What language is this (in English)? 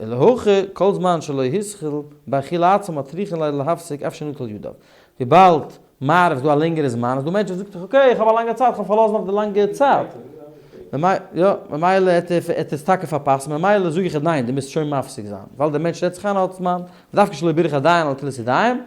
Yiddish